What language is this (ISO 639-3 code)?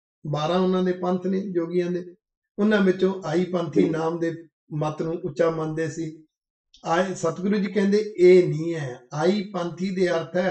pan